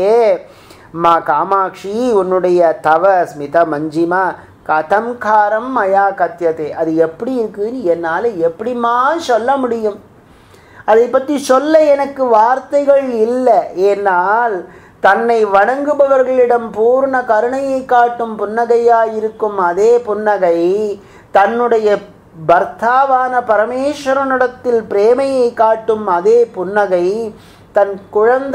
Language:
Tamil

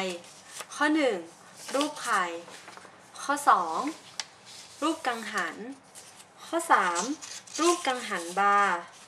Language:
Thai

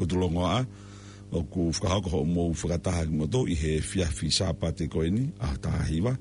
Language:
Tongan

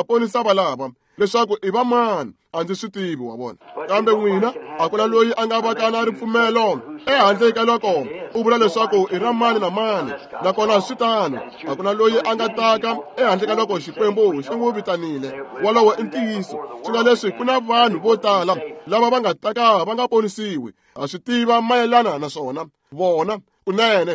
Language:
Tsonga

